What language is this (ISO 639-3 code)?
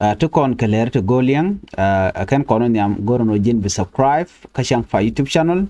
nus